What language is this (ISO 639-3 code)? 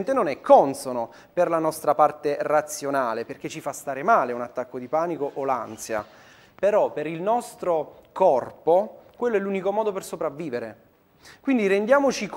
ita